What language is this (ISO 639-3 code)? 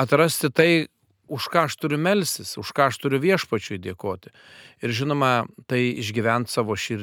lit